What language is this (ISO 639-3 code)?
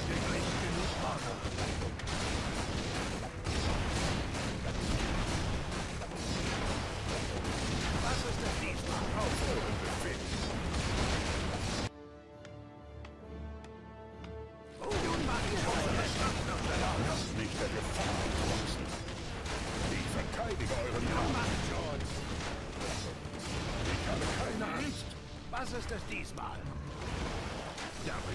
deu